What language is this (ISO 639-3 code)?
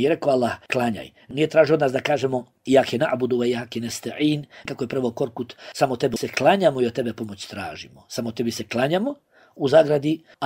bos